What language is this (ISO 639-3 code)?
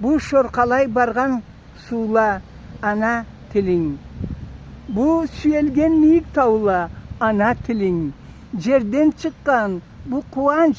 krc